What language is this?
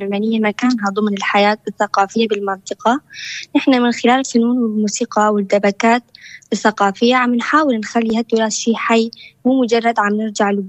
North Levantine Arabic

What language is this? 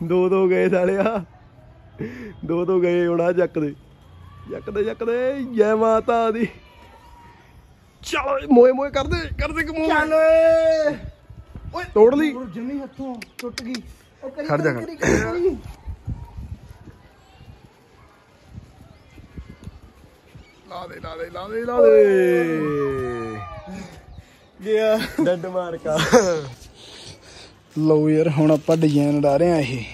Punjabi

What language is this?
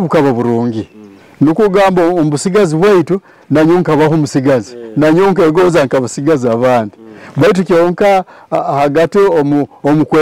Nyoro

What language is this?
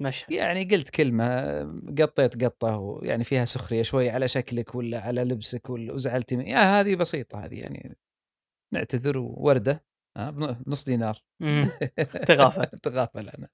Gulf Arabic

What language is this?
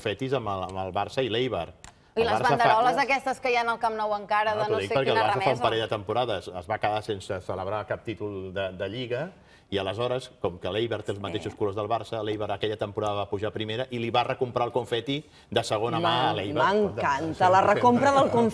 Catalan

